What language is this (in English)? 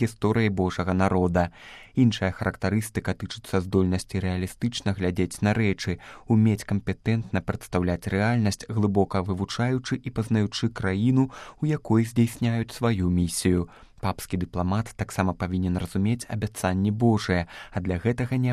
Belarusian